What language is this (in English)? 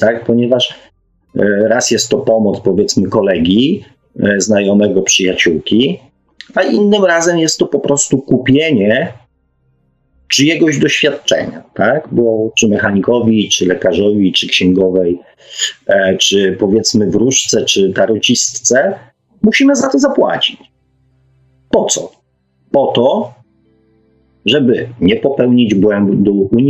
Polish